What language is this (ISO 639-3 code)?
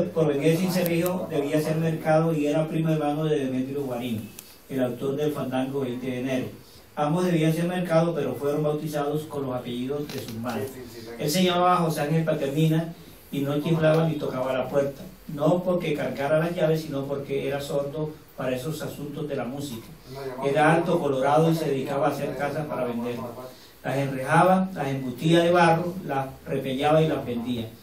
spa